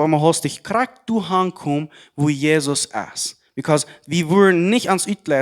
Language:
Plautdietsch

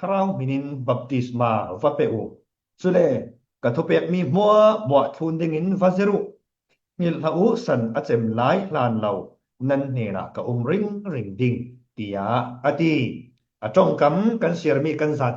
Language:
Falam Chin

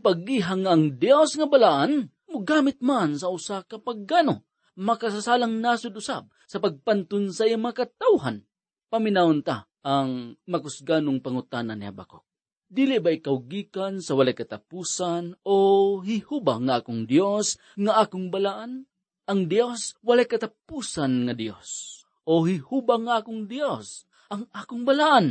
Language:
Cebuano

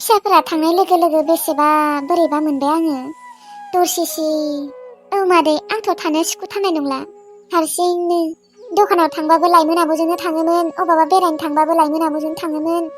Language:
Bodo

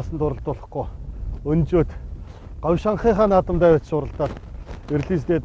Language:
Mongolian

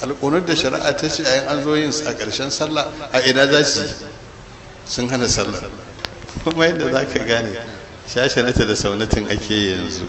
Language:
Hausa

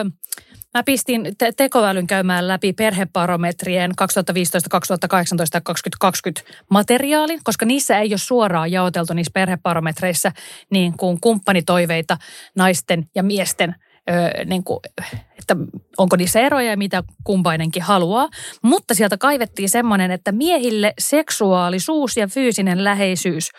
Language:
Finnish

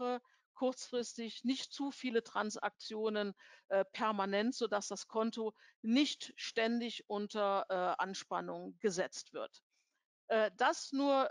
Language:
German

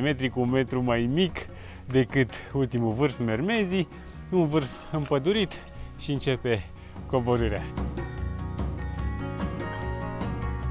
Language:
Romanian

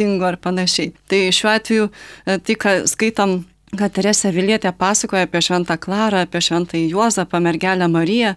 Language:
Lithuanian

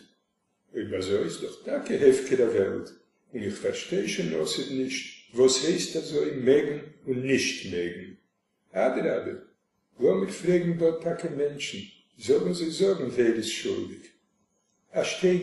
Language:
Yiddish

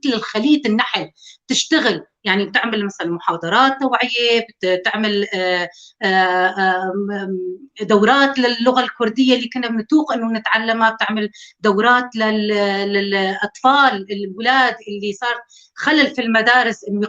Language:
North Levantine Arabic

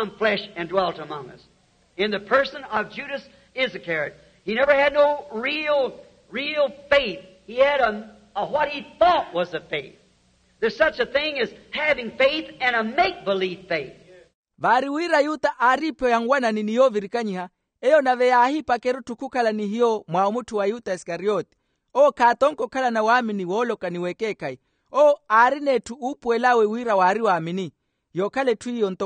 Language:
Makhuwa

